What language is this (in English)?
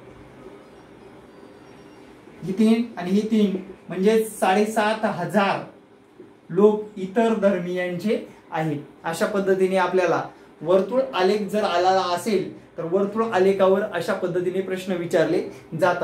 Marathi